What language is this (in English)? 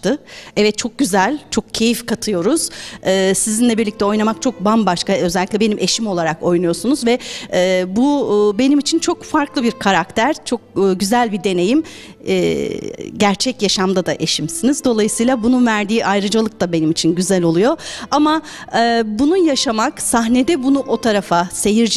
Turkish